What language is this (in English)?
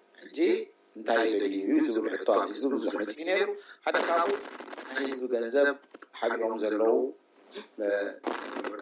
Tigrinya